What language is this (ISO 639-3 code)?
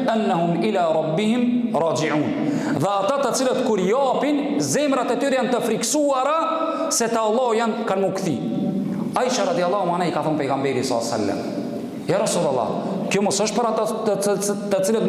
sqi